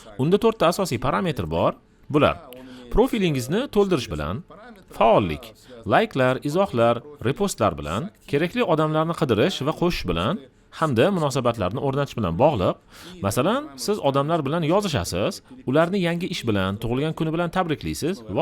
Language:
Uzbek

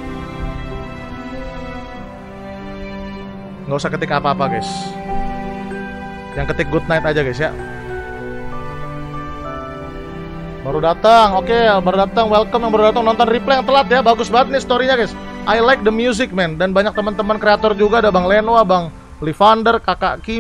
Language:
Indonesian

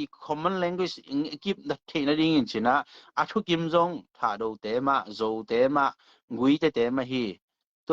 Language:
Tedim Chin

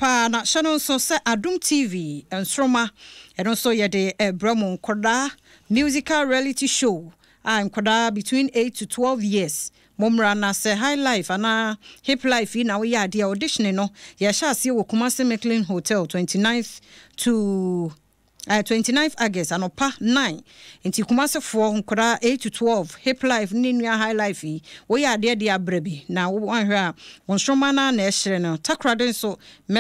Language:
Akan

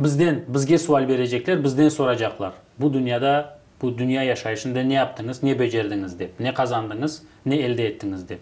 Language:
Crimean Tatar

